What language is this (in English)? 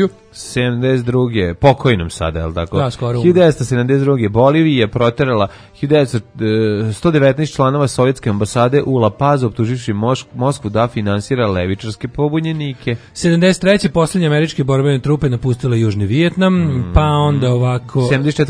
Serbian